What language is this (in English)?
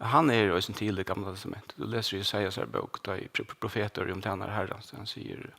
Faroese